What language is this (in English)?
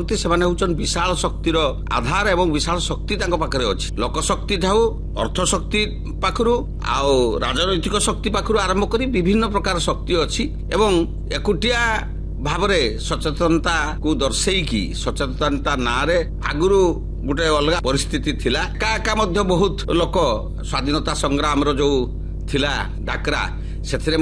Odia